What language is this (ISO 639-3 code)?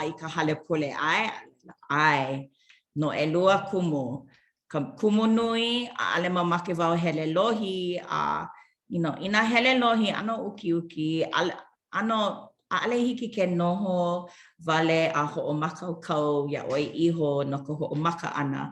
haw